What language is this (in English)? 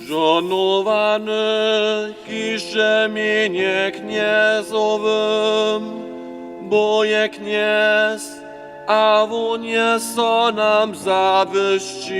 Upper Sorbian